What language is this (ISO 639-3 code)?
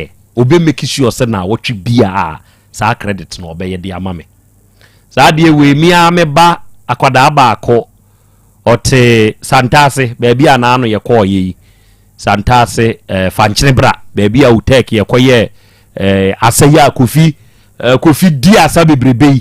aka